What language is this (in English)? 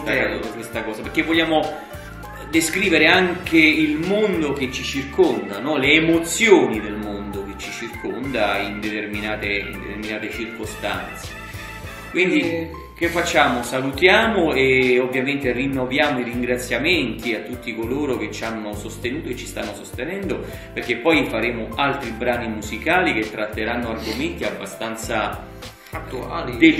Italian